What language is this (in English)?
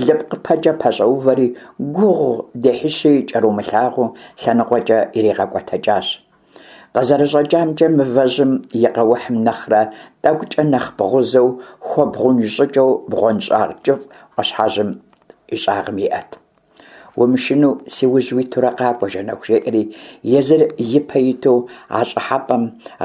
Kabardian